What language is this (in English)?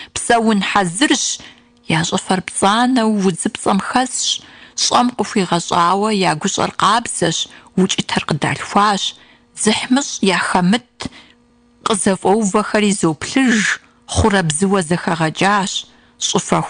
Kabardian